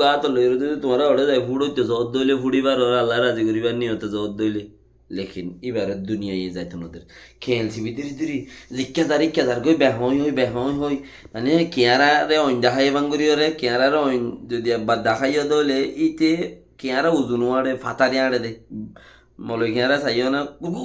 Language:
Rohingya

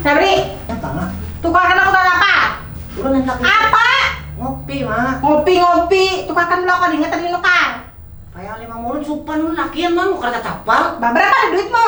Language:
Banjar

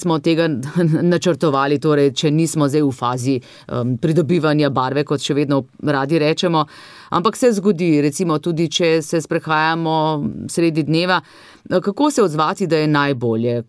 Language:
Slovenian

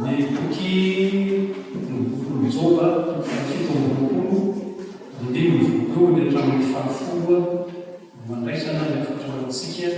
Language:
Malagasy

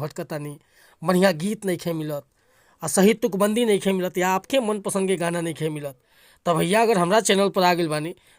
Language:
Bhojpuri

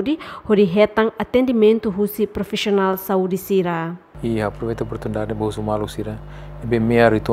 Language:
Tetum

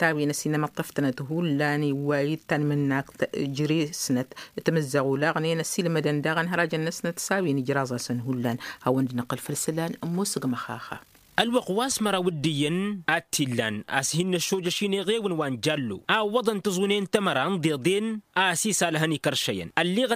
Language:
Tamasheq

